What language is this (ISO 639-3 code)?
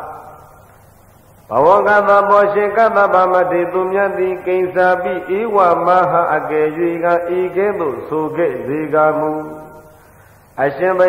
mya